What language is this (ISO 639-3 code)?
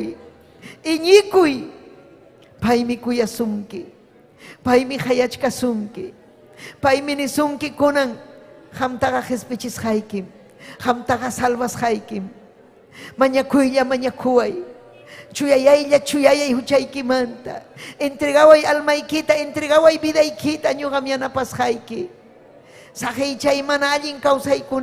quy